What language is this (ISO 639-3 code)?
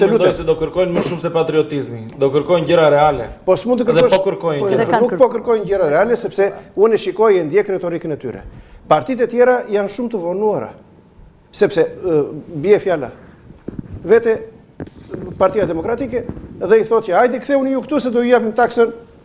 sqi